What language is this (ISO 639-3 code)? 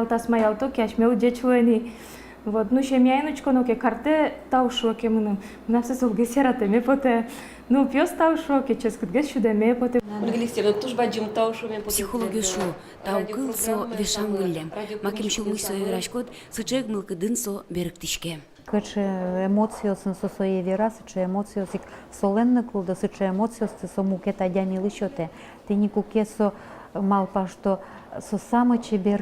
udm